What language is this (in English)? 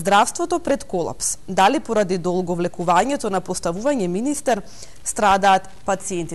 Macedonian